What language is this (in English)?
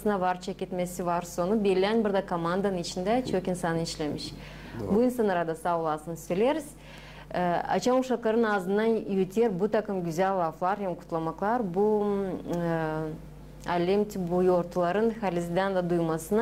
Gagauz